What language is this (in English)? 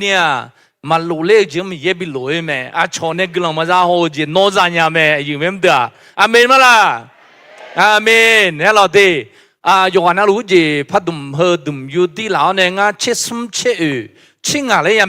Akha